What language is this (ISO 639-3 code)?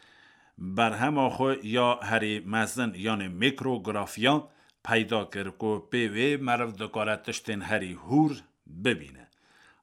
kur